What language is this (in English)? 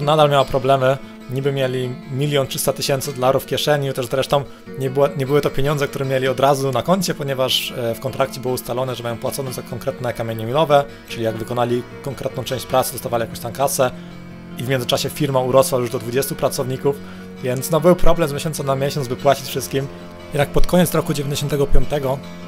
Polish